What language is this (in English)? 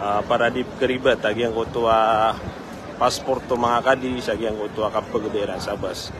Maranao